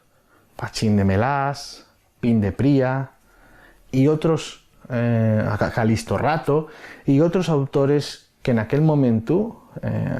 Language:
Asturian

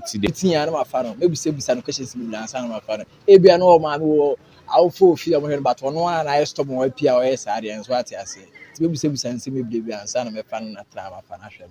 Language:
Akan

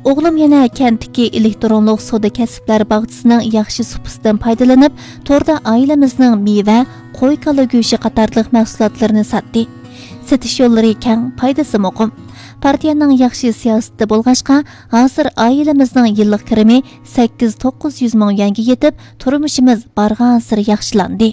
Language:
Uyghur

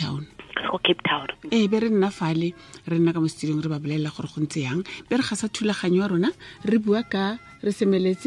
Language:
Tswana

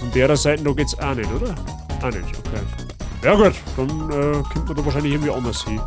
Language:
Bavarian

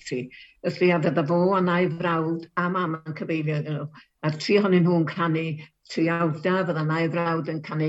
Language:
Welsh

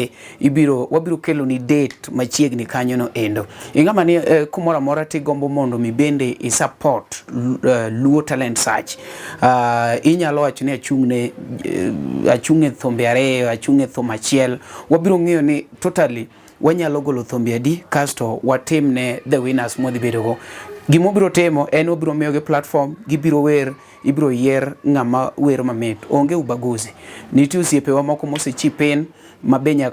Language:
Luo (Kenya and Tanzania)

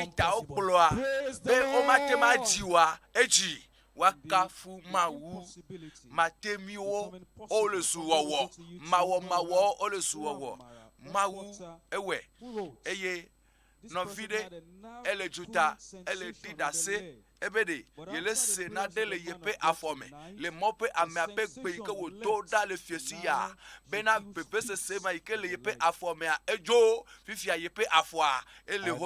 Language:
Ewe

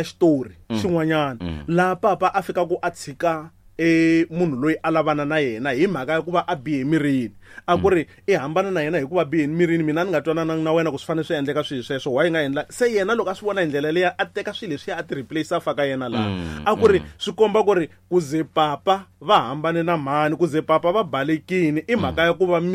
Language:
Tsonga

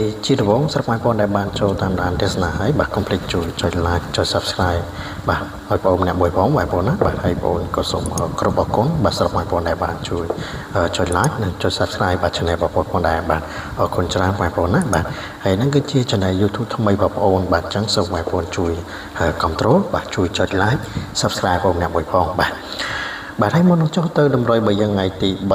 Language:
Khmer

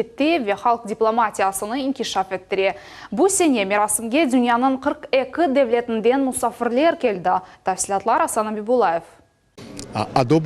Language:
Crimean Tatar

